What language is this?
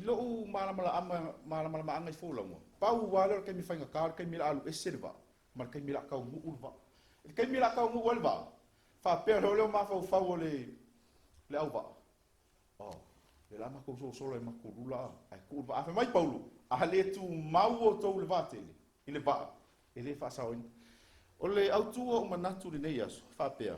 Samoan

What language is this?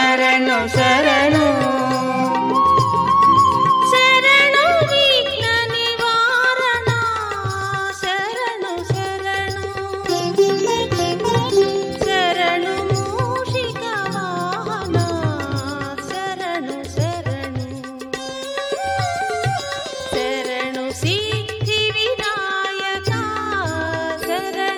Kannada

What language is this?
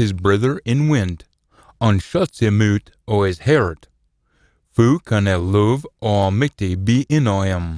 Scots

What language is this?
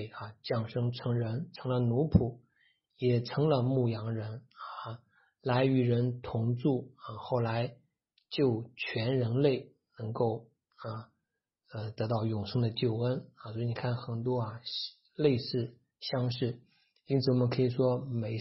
Chinese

